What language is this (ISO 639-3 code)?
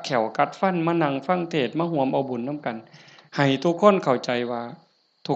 tts